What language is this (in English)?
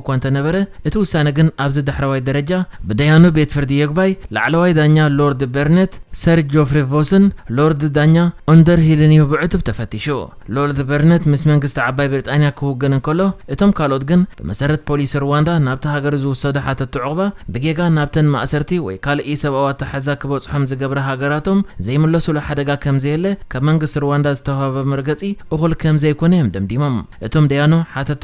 Tigrinya